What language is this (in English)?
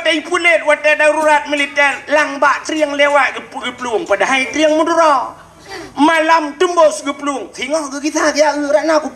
Achinese